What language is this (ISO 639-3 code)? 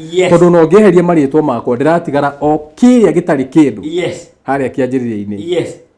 kik